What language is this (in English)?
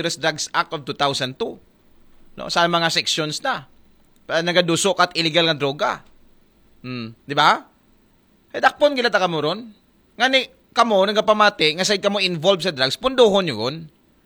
Aklanon